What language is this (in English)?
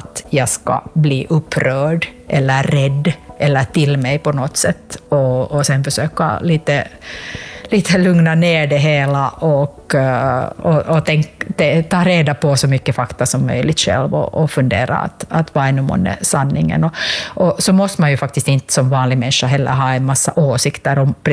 Swedish